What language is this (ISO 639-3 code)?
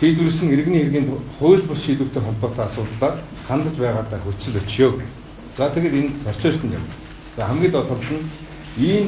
mon